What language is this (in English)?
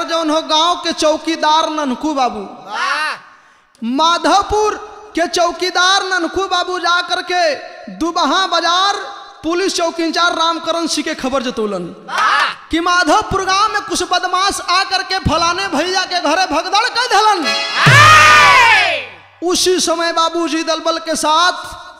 Bhojpuri